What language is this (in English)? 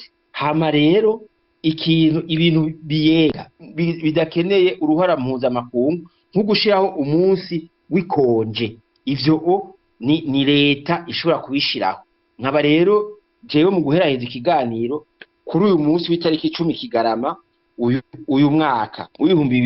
Rundi